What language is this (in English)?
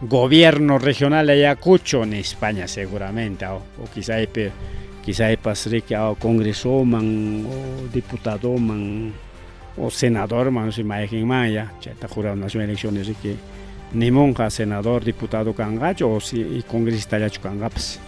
Ayacucho Quechua